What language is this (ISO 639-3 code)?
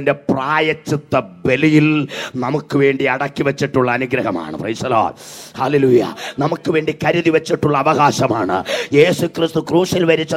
mal